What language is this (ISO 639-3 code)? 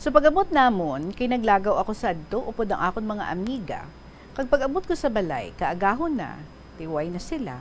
hil